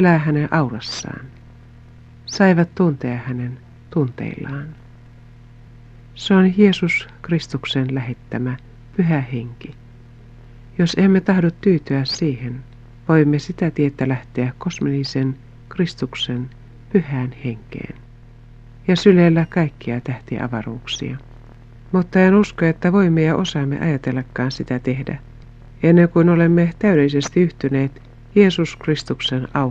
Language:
Finnish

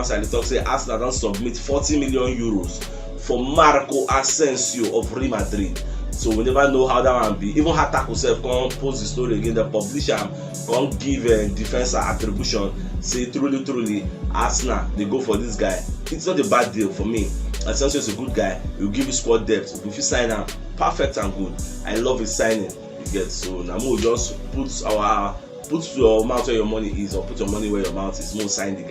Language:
Nigerian Pidgin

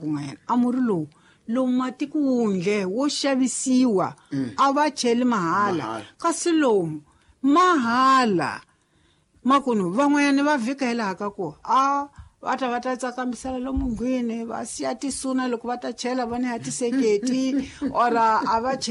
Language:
Tsonga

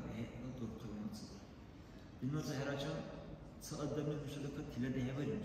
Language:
Dargwa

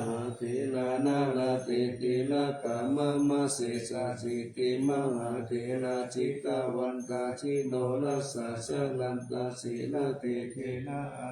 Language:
Pali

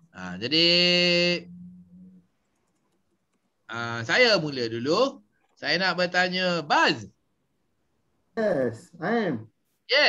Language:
Malay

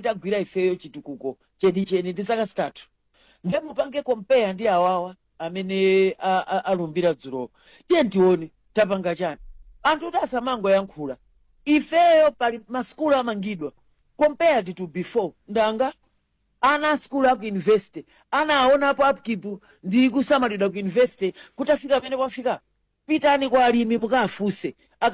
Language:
Nyanja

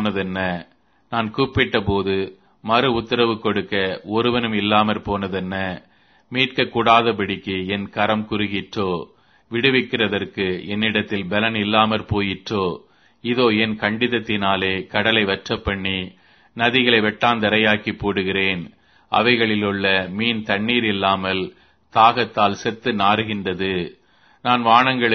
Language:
Tamil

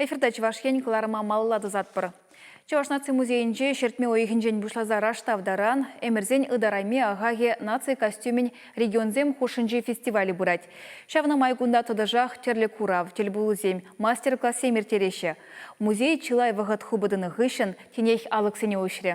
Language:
Chuvash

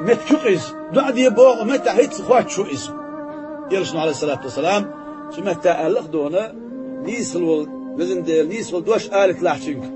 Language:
Chechen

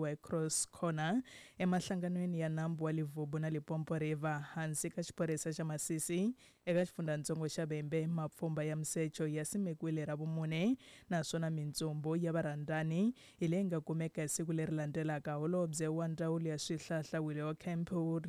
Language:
Tsonga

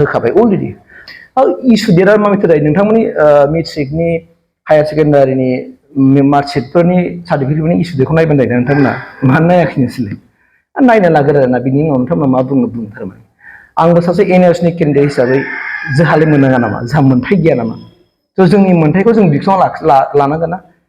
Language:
Bodo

